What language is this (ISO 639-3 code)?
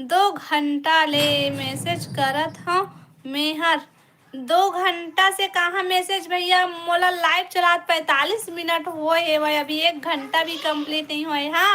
hne